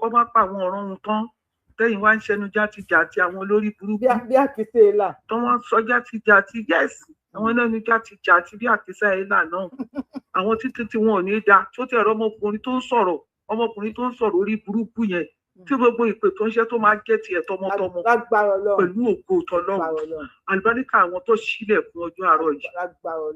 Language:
Yoruba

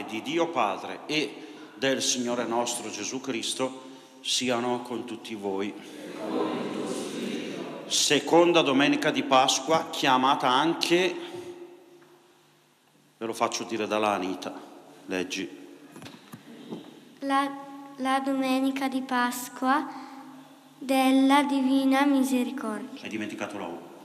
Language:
Italian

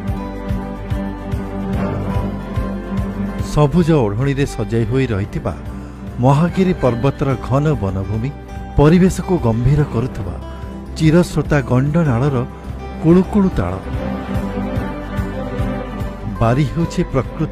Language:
Odia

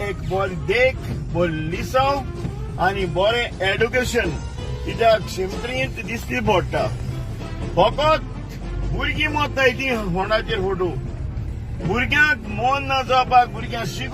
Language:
Konkani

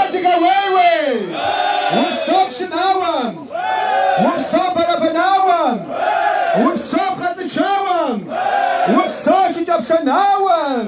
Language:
Kabardian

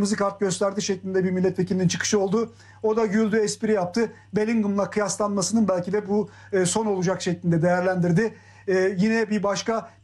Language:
Turkish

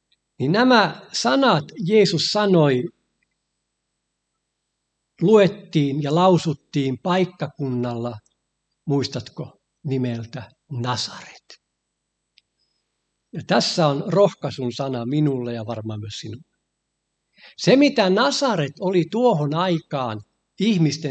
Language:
Finnish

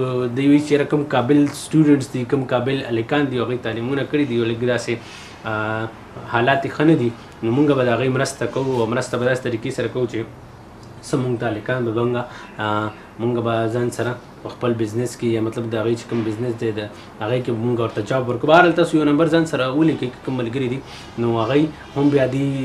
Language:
Pashto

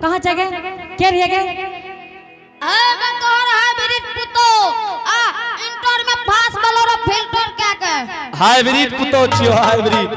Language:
Angika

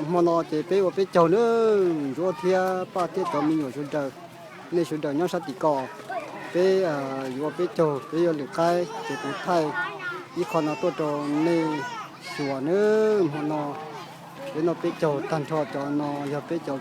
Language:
Hmong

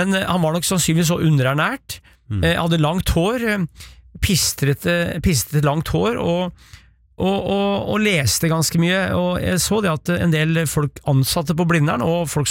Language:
Norwegian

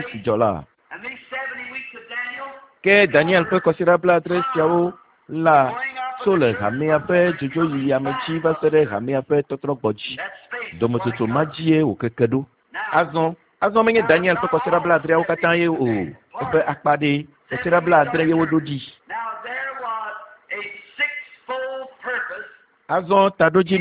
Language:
Ewe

